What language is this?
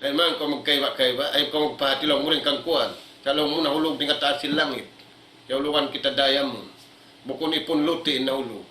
Tausug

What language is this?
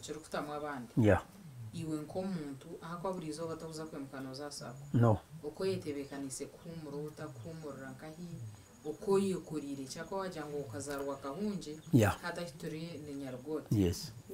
Nyankole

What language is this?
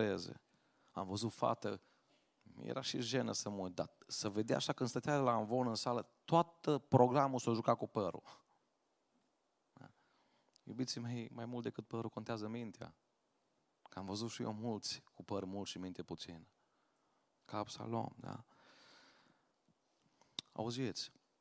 Romanian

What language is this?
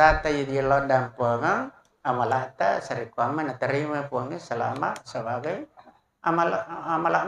Buginese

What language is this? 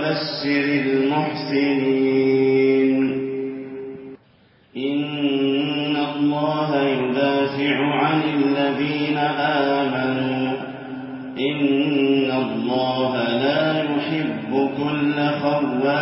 Arabic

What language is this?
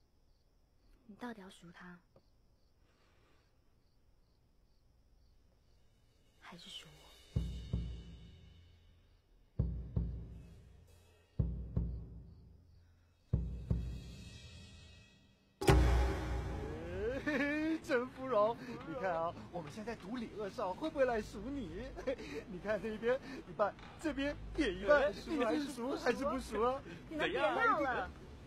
Chinese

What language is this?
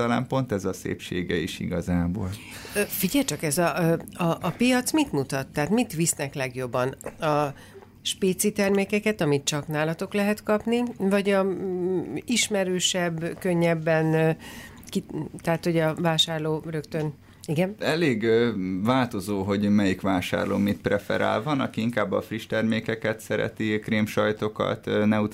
Hungarian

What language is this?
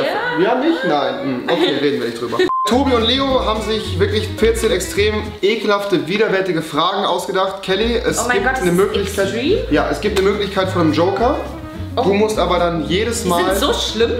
German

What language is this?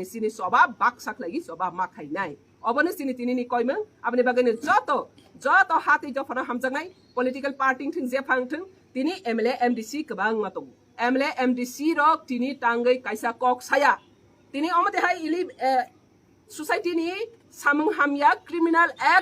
Riang (India)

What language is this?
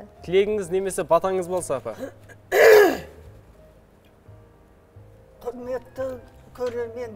Kazakh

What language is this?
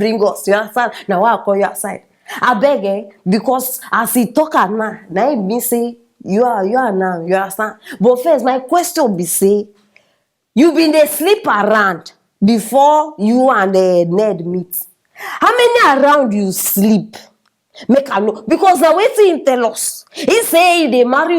Nigerian Pidgin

